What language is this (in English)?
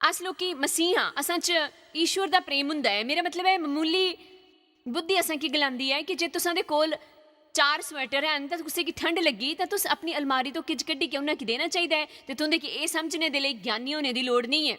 Dogri